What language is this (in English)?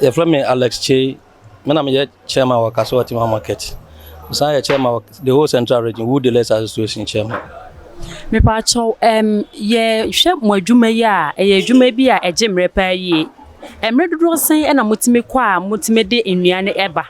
Akan